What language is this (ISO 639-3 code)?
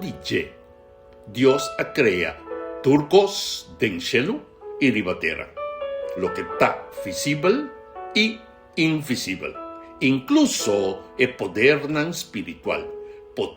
pap